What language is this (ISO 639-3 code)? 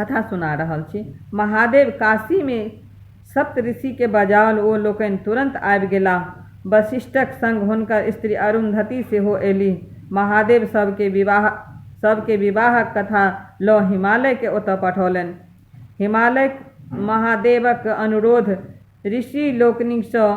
mai